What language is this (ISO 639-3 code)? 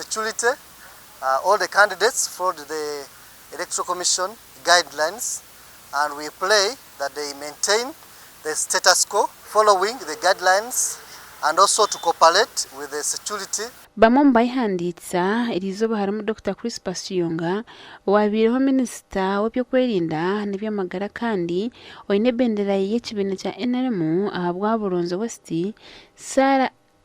nyn